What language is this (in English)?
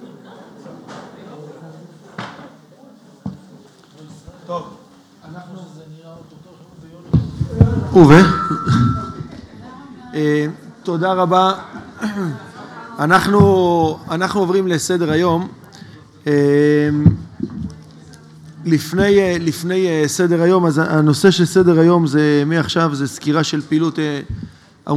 Hebrew